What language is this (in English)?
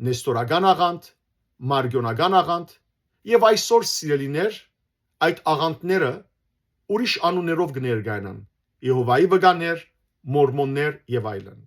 Western Armenian